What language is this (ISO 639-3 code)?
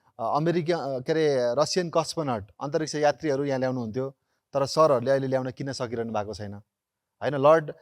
nep